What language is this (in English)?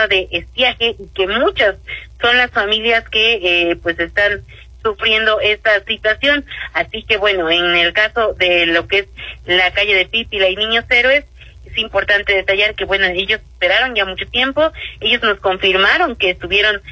Spanish